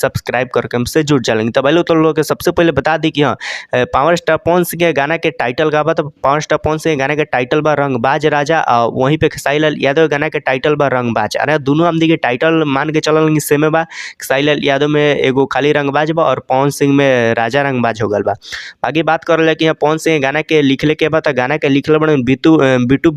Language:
Bhojpuri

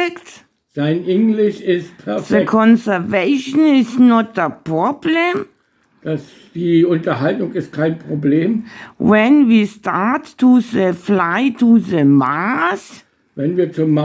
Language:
Bavarian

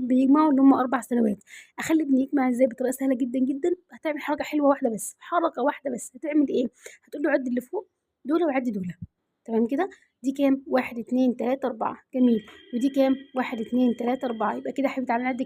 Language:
Egyptian Arabic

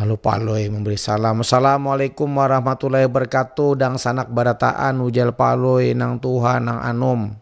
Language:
Banjar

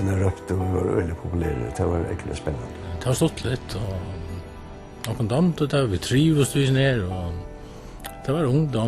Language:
Faroese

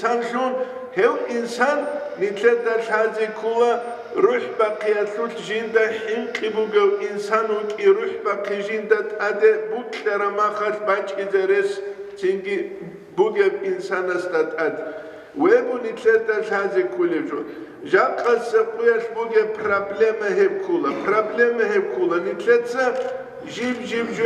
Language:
Avaric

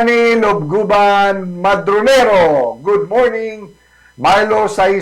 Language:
Cebuano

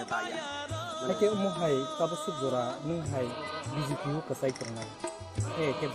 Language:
Kok Borok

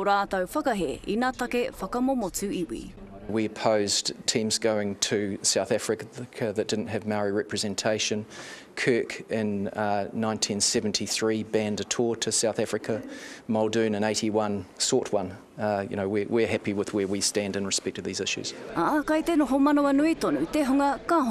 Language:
Māori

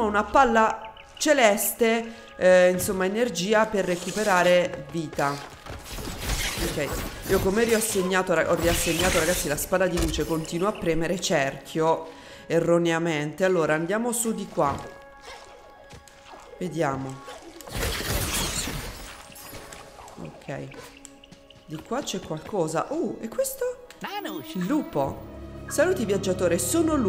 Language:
Italian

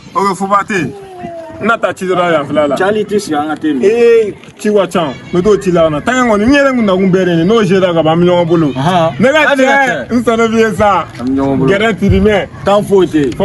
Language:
Bambara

